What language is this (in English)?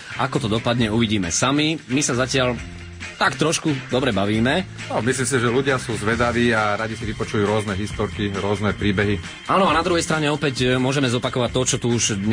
Slovak